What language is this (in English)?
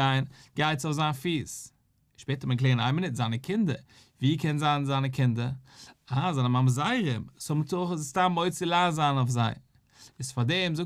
Yiddish